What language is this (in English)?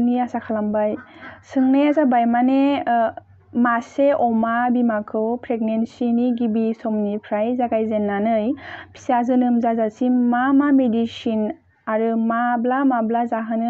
Bodo